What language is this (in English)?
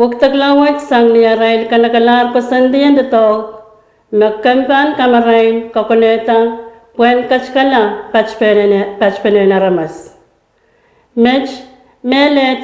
Pohnpeian